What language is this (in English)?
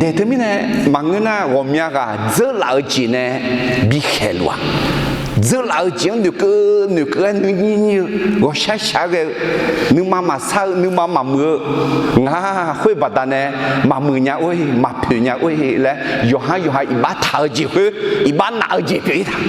Akha